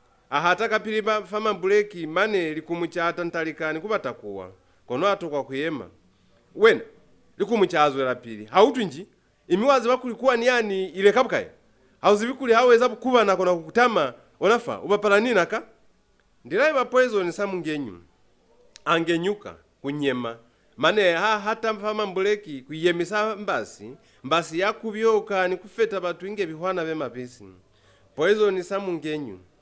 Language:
Lozi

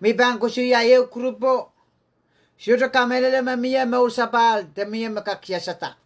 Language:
Pohnpeian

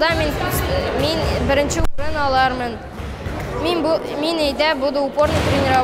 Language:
Tatar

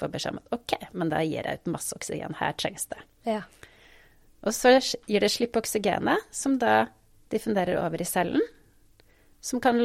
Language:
Norwegian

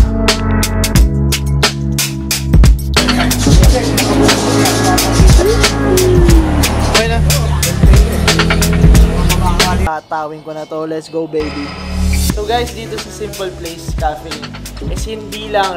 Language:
Filipino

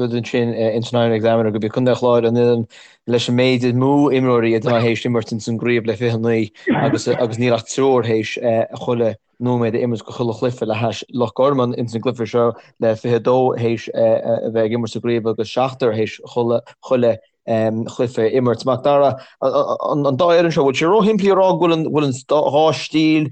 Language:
Irish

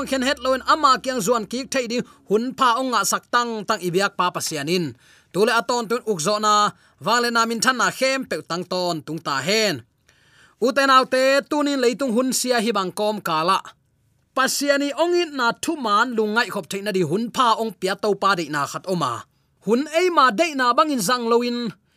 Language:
Tedim Chin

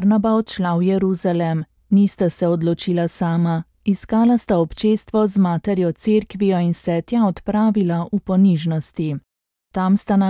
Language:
Slovenian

